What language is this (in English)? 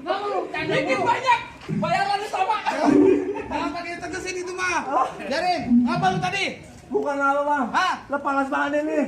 Betawi